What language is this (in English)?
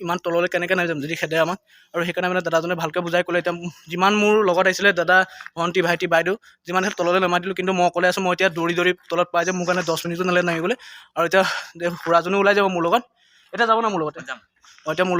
Assamese